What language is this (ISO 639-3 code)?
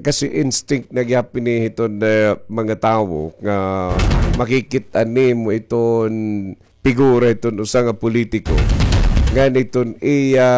war